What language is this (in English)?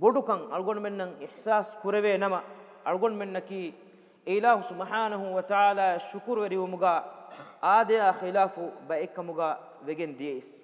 Divehi